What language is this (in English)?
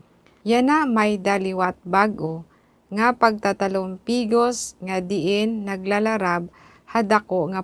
Waray